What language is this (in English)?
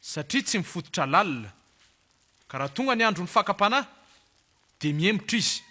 Malagasy